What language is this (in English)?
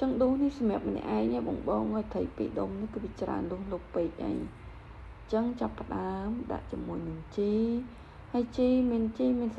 Khmer